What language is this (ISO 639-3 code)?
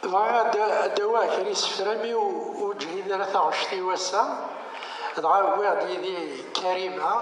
kab